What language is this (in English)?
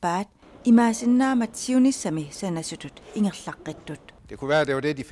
Kalaallisut